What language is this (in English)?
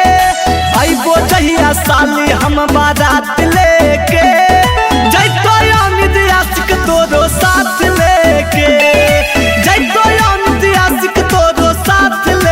Magahi